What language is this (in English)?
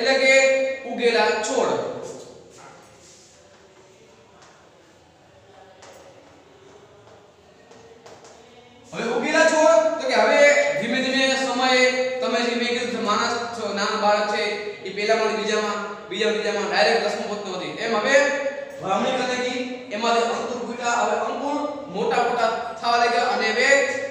Gujarati